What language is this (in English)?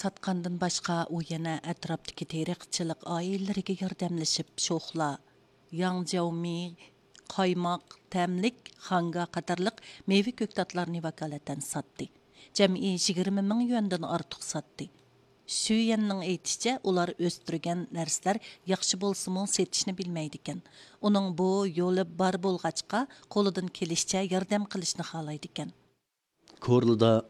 Uyghur